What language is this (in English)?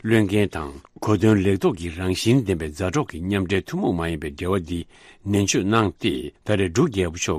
Tibetan